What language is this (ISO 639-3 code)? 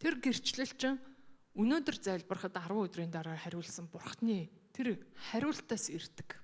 mon